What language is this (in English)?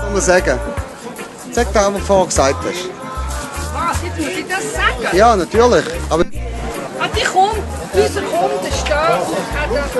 Swiss German